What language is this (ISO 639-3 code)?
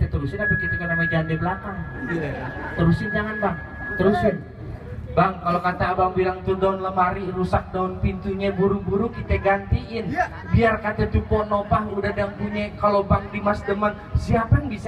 bew